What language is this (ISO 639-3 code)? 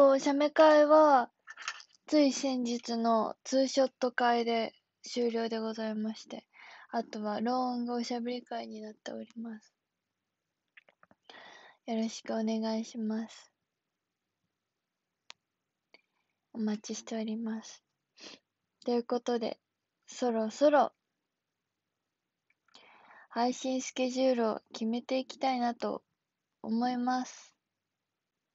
jpn